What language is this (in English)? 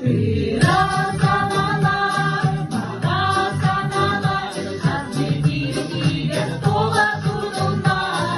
Yakut